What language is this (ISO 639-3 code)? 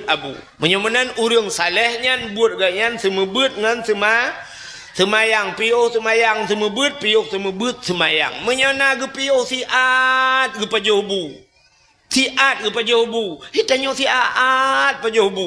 ace